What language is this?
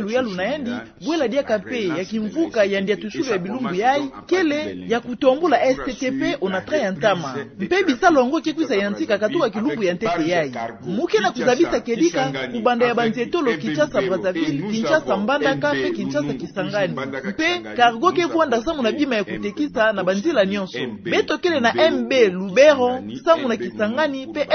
Kituba (Democratic Republic of Congo)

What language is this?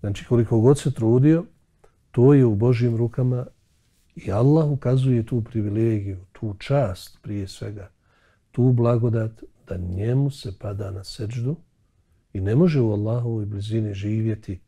Bosnian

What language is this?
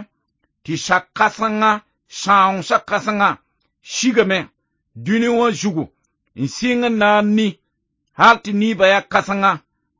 Mossi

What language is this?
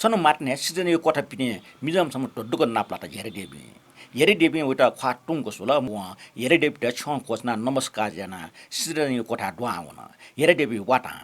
Newari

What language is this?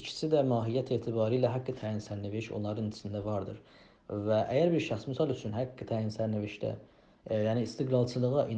South Azerbaijani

